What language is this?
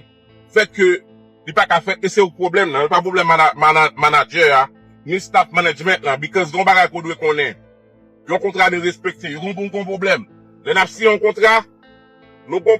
Haitian Creole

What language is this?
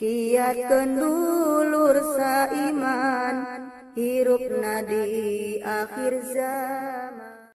Sundanese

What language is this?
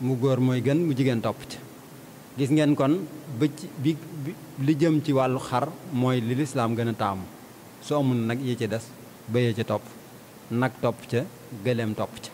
Wolof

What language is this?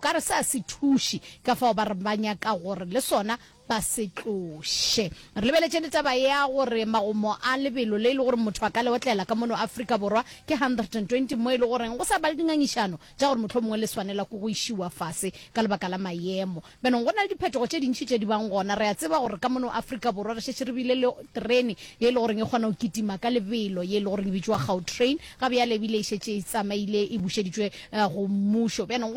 Northern Sotho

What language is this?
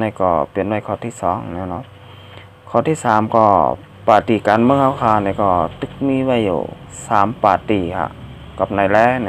Shan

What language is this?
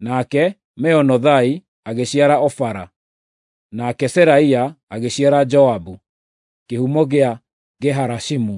Kikuyu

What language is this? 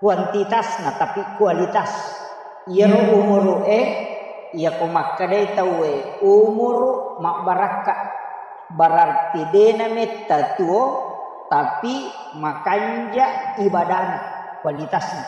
Buginese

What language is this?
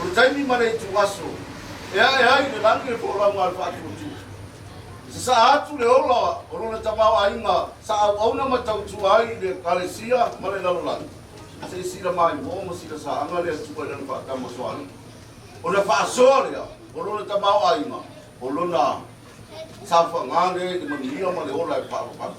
Samoan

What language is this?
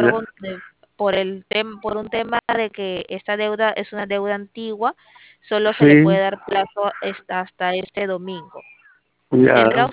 Spanish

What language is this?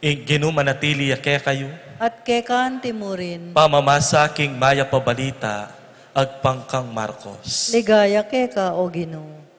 Pampanga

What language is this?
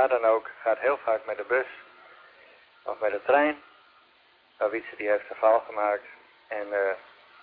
Dutch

